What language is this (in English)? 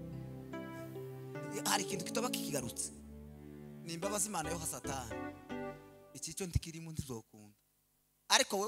Kinyarwanda